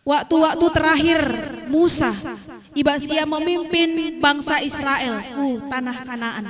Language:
Batak Karo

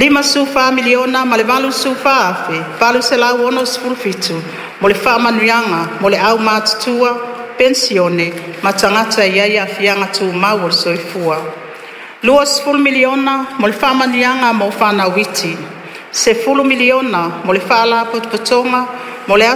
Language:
Samoan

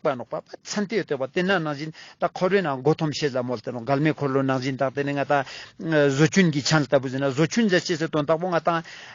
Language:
Ladakhi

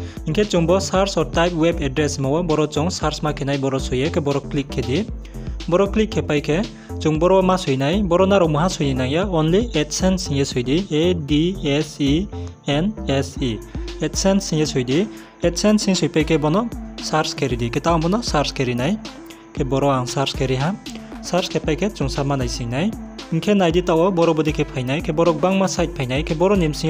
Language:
Riang (India)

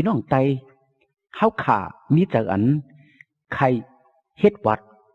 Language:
Shan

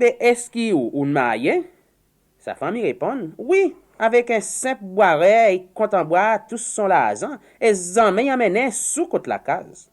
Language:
Seselwa Creole French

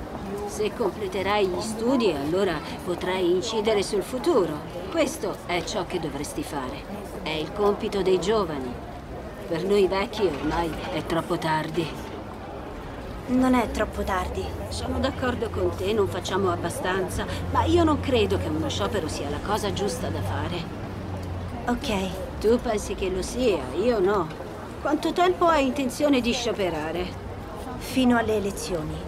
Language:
Italian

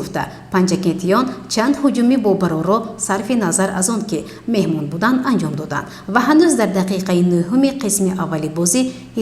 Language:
Tajik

